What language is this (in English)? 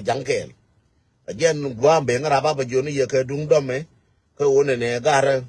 Nuer